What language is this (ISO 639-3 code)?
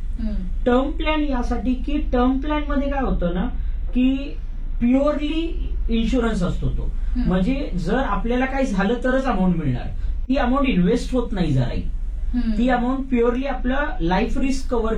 mar